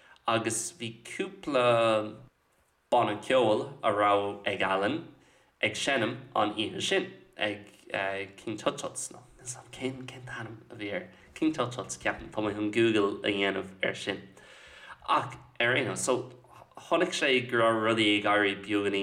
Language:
Irish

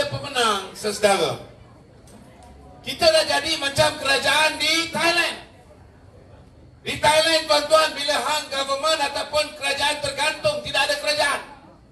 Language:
Malay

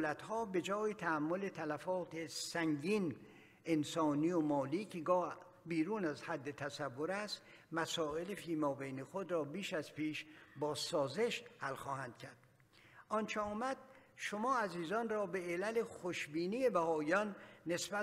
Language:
Persian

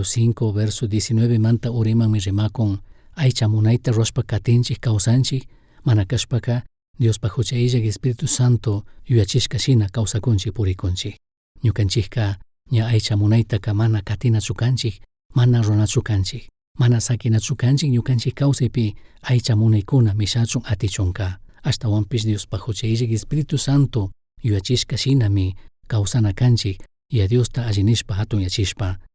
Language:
Chimborazo Highland Quichua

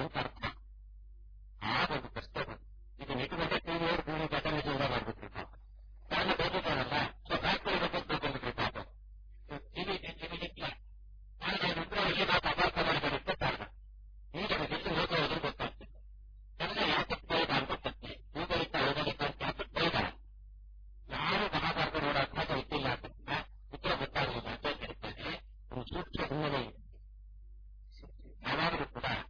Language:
Kannada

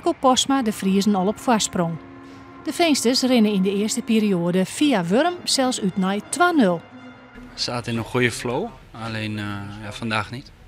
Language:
Western Frisian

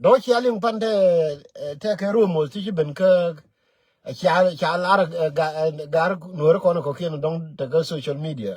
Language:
Nuer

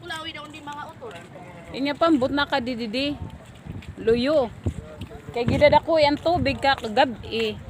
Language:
Waray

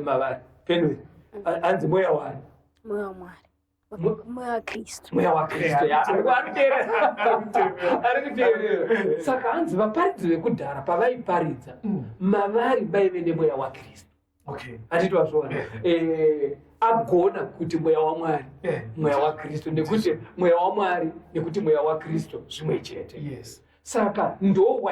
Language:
Shona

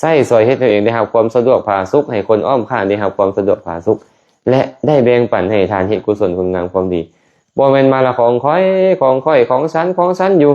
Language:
Lao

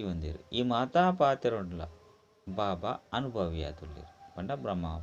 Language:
Tulu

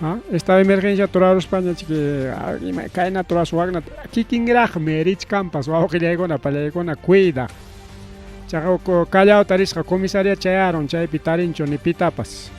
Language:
Ayacucho Quechua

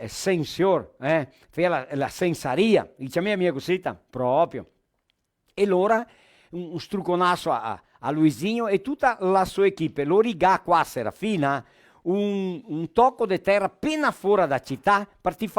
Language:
Venetian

